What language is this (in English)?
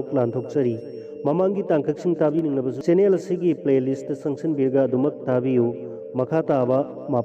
Manipuri